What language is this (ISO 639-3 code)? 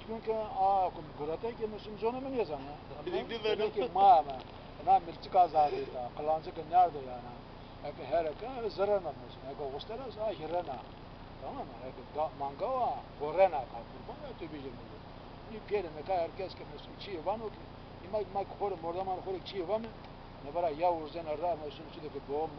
zza